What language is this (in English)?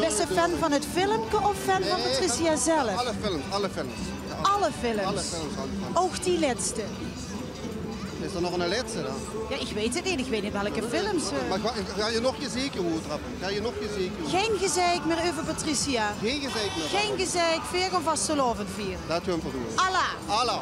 Limburgish